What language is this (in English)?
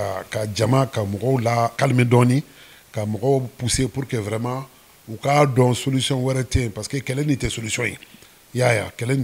Bambara